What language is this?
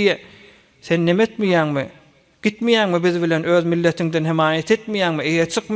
Turkmen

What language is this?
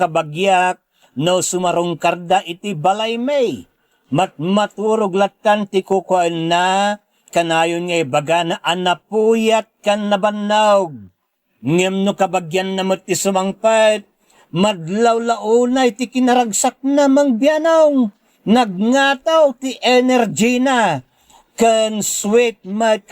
Iloko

